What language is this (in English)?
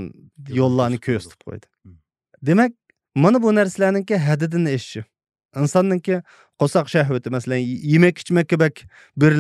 Uyghur